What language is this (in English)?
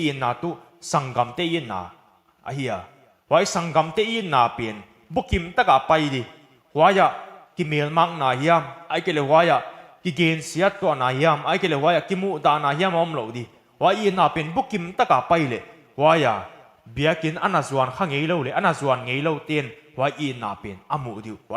Paite Chin